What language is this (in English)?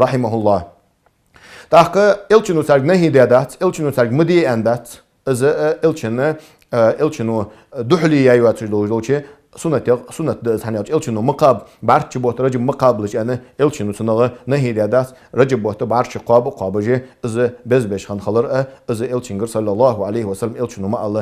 Ingush